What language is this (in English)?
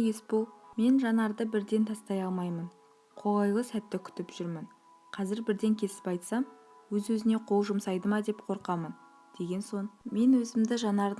Kazakh